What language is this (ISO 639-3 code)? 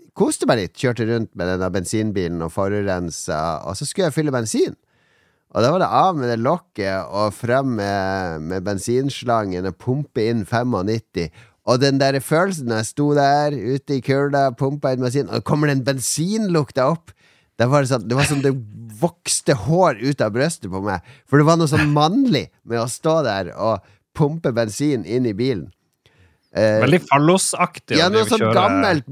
nor